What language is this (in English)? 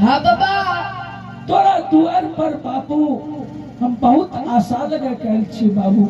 Angika